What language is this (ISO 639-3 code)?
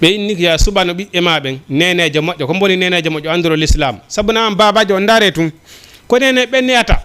ful